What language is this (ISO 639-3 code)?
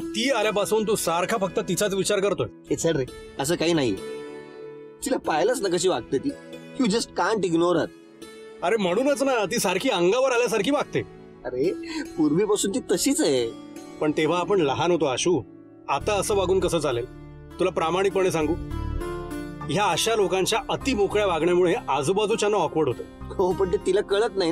mar